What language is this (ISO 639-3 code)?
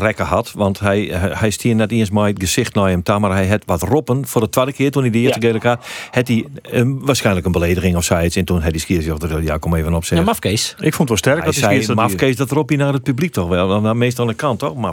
fry